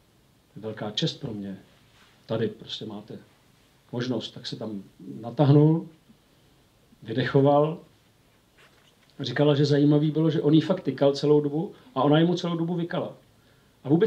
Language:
Czech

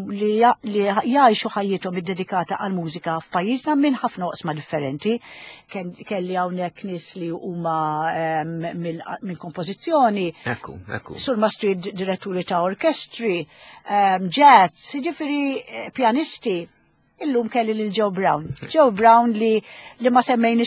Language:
Maltese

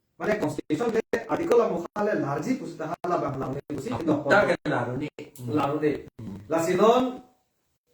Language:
Karbi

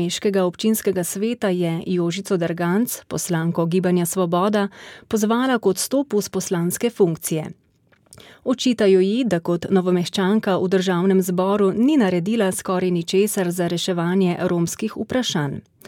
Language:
Slovenian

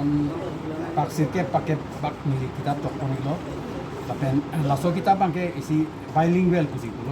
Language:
Karbi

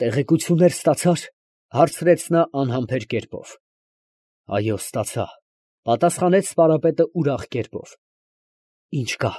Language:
Armenian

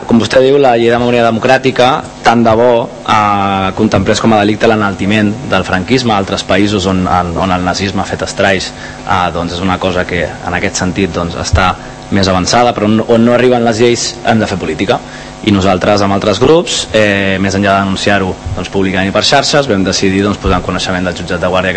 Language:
Catalan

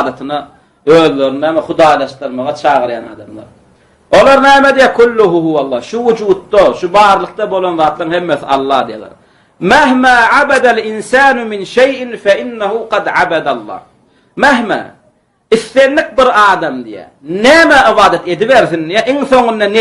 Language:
Turkmen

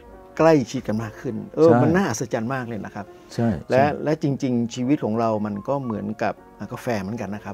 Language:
Thai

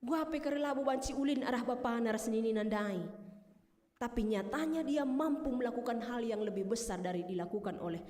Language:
Batak Karo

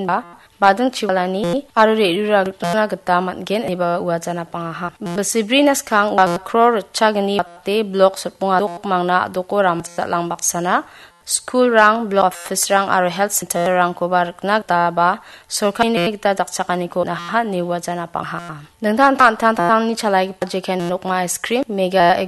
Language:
Garo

